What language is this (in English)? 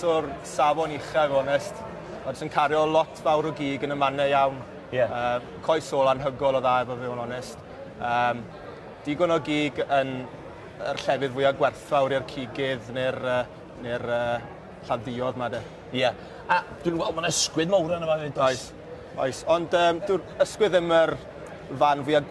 Welsh